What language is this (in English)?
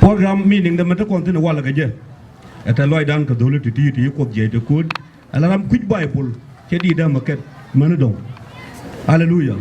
Nuer